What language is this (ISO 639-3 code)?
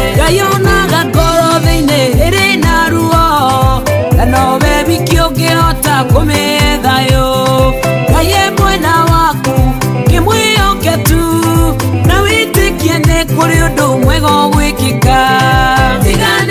kik